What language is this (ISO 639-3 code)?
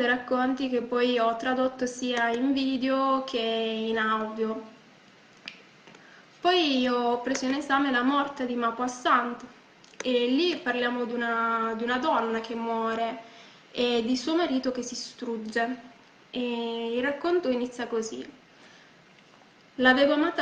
ita